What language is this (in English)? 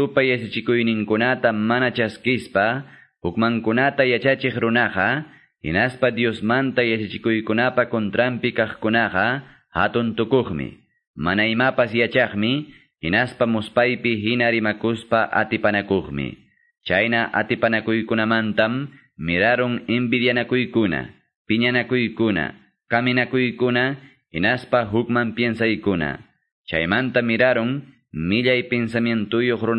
Quechua